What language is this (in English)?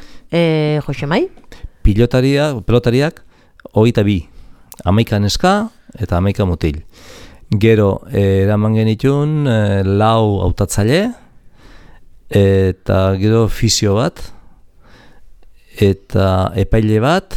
Basque